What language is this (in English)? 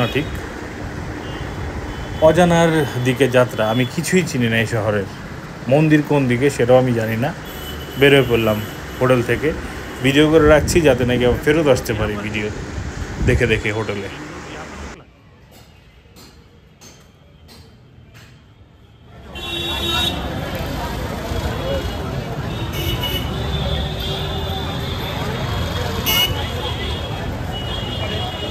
Bangla